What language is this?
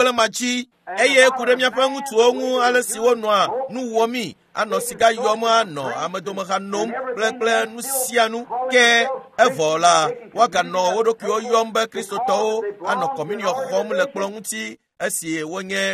Ewe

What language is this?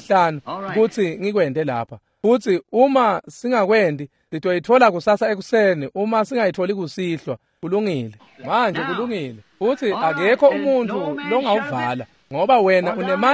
Swati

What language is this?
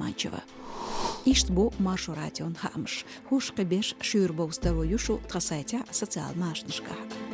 Chechen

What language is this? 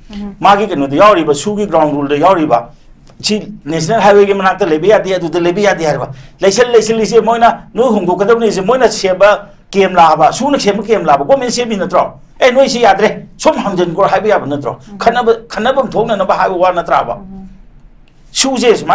Manipuri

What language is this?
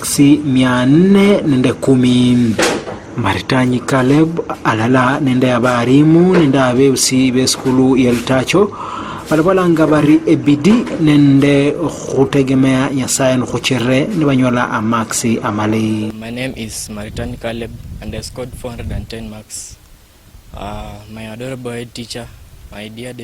Luyia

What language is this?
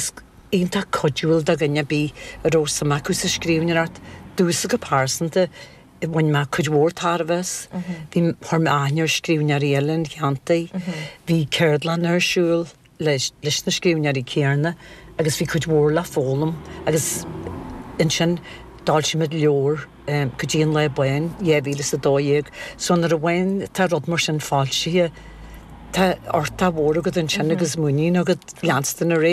Irish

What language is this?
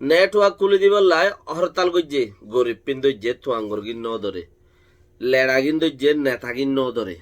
Rohingya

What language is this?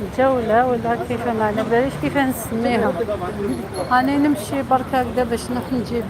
Algerian Arabic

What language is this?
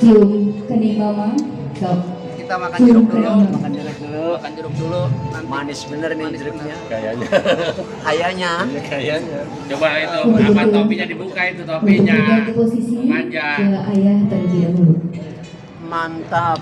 Betawi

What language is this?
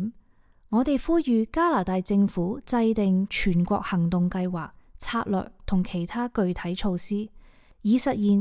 Cantonese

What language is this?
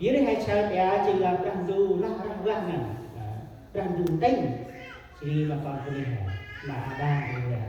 Central Mnong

